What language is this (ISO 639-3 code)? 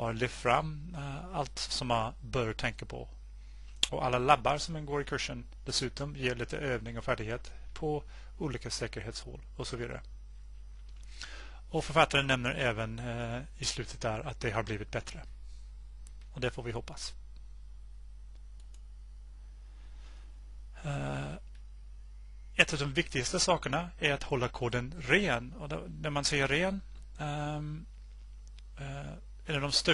swe